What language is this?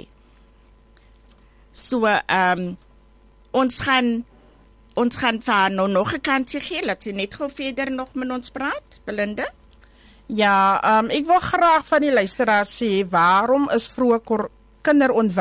Afrikaans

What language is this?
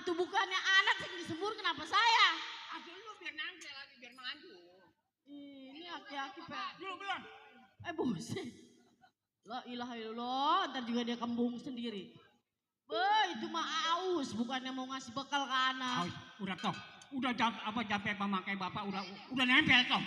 Betawi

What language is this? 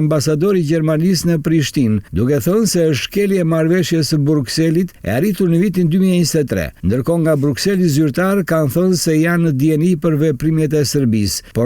Albanian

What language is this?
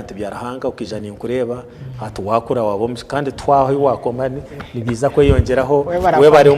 Nyankole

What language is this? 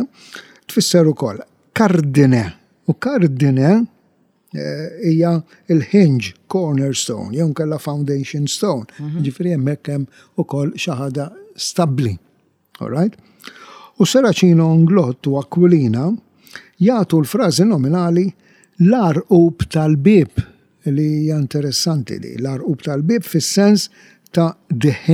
Maltese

